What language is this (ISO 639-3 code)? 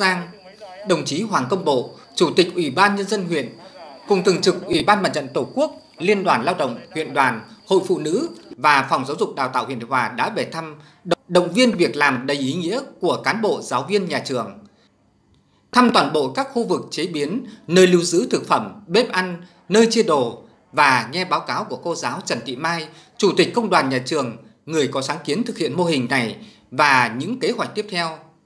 vie